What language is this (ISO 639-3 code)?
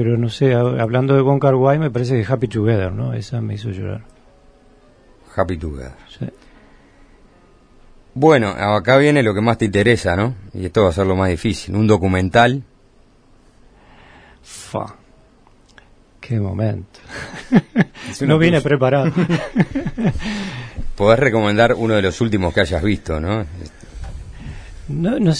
spa